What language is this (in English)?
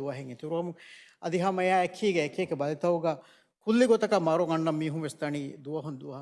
Divehi